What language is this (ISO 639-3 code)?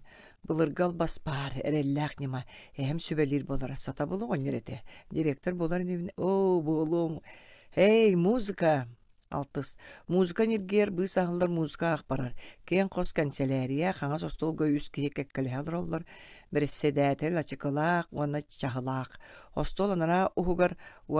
sah